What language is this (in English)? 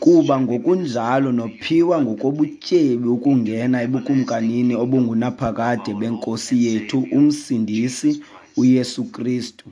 Xhosa